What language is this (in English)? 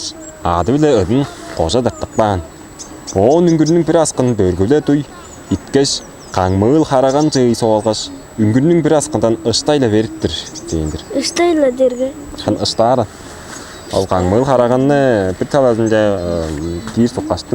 Tuvinian